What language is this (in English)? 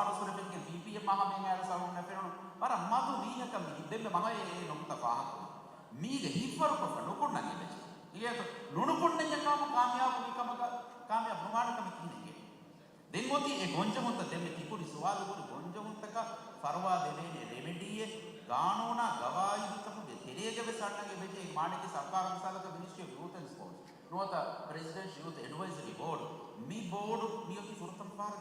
Divehi